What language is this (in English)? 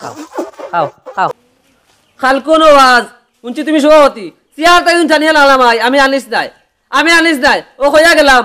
Sylheti